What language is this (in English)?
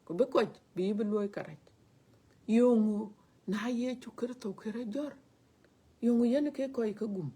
Dinka